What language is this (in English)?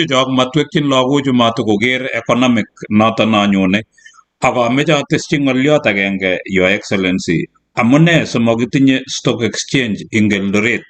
Kalenjin